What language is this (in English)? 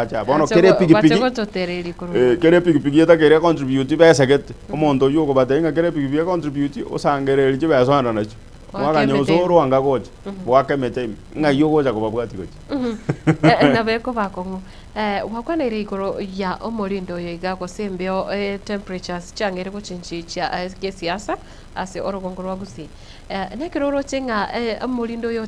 Gusii